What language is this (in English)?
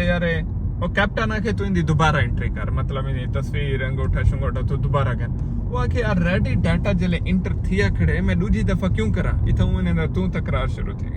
Saraiki